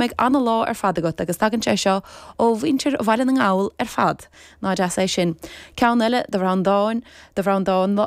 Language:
Irish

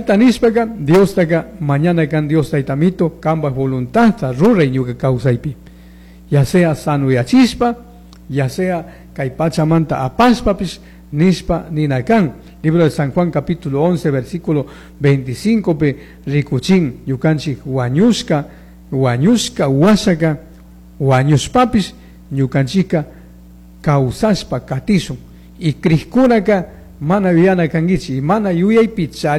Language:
Chimborazo Highland Quichua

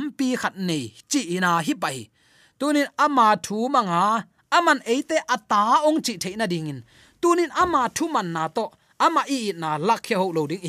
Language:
Tedim Chin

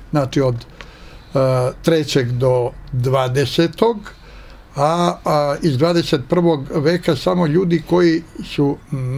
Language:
Serbian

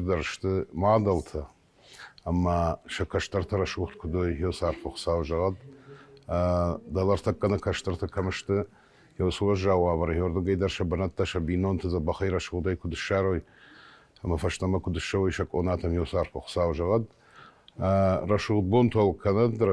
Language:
Ossetic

